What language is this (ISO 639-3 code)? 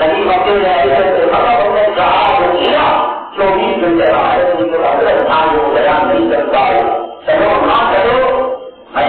urd